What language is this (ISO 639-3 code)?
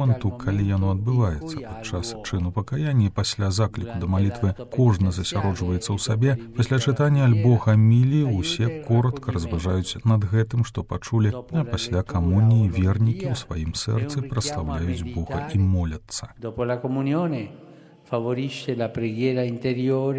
bel